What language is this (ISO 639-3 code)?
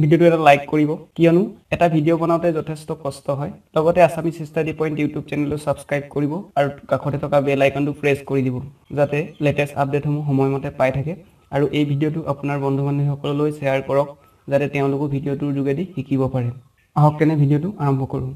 asm